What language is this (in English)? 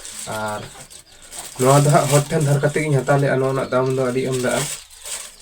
Santali